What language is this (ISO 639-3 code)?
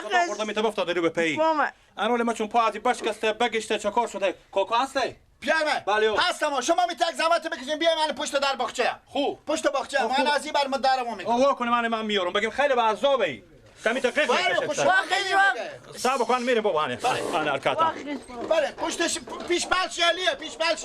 fas